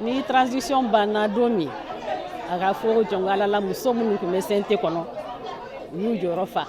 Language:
Bambara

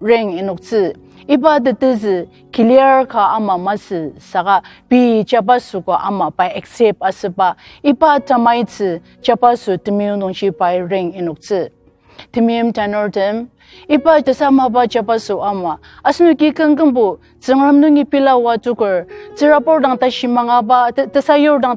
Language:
Ao Naga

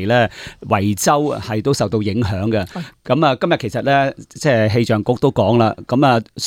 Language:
Cantonese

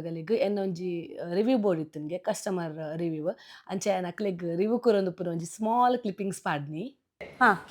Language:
Tulu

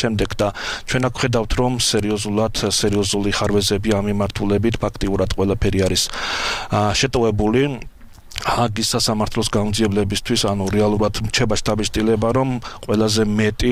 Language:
Georgian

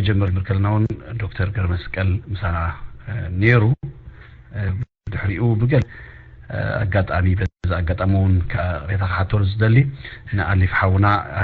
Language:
Tigrinya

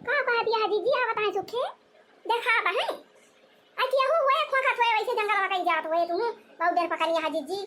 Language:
Awadhi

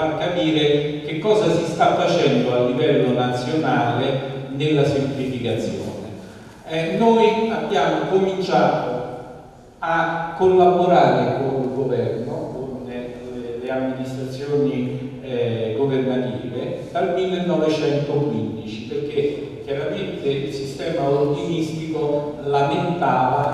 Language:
Italian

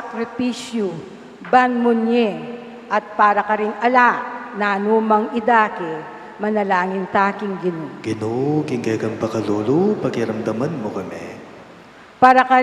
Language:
Pampanga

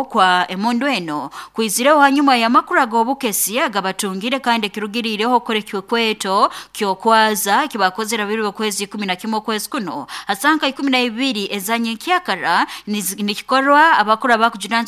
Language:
Nyankole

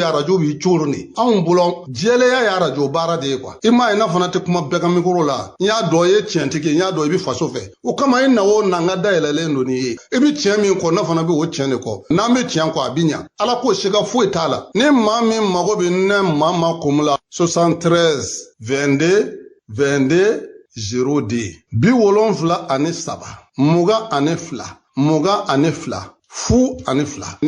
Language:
Bambara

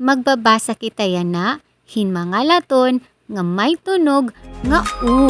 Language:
Waray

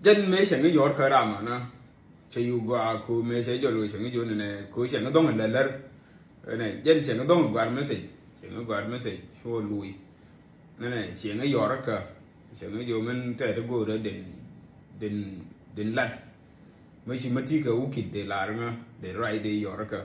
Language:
Nuer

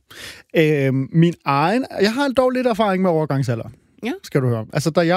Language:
Danish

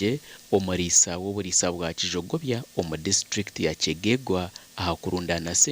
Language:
Nyankole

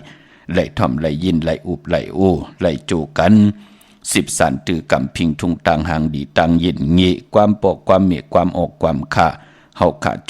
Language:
Shan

